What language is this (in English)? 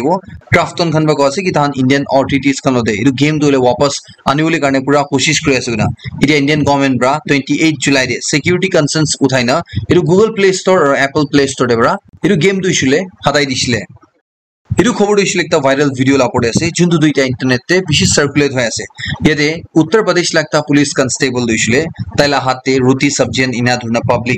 Naga Pidgin